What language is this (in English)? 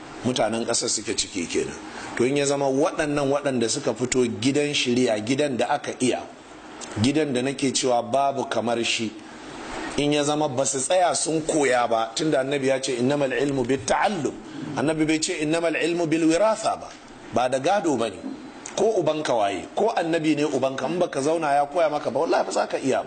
Hausa